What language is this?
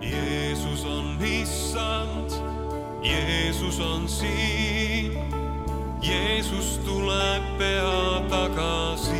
Estonian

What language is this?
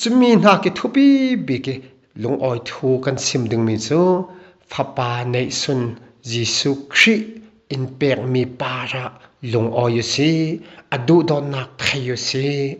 Falam Chin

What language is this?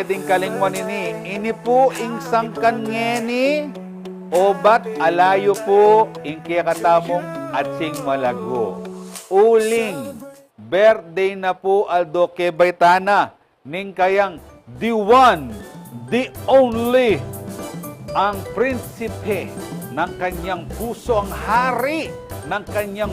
Pampanga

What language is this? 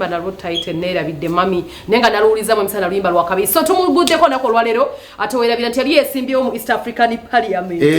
Ganda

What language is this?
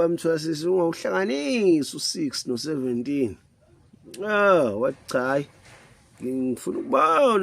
Zulu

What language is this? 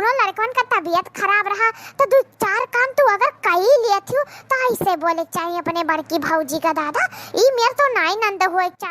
Awadhi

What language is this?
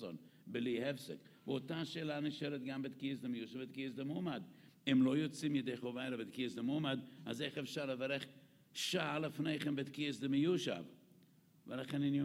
Hebrew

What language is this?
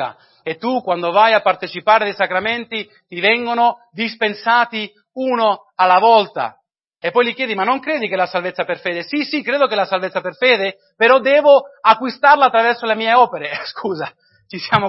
Italian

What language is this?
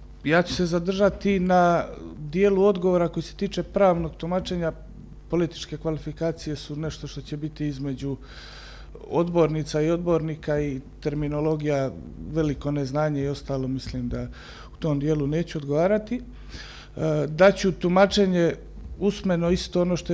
Serbian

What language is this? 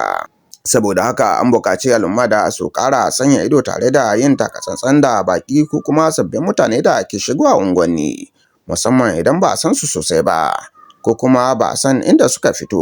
Hausa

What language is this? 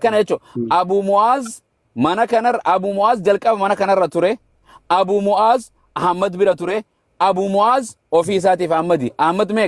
Oromo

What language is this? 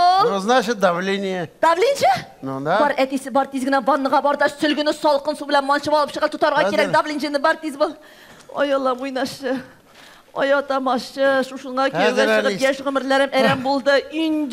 Tatar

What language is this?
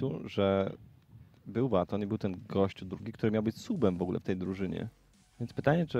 Polish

